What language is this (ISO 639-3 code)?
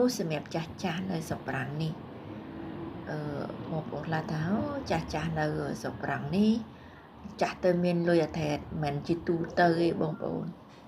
khm